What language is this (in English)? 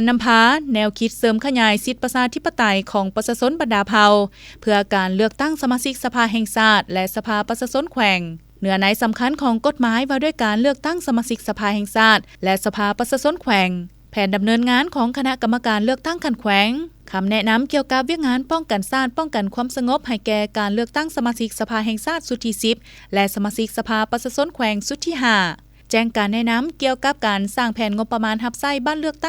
Lao